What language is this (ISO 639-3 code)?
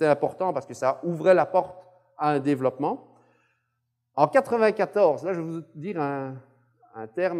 fra